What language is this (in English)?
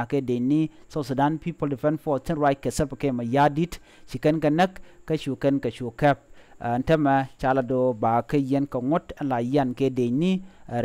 Nuer